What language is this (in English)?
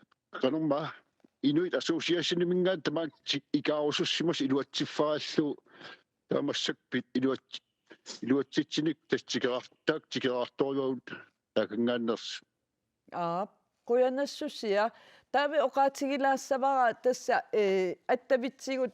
Kalaallisut